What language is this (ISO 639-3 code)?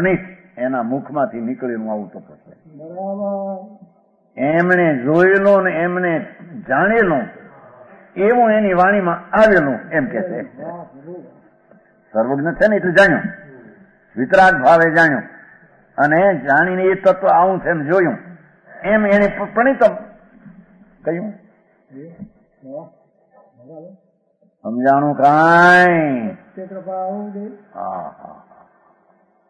guj